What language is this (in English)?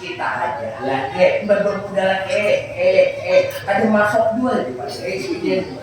Banjar